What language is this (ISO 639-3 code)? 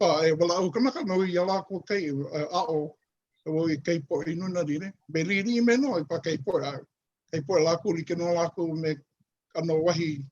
haw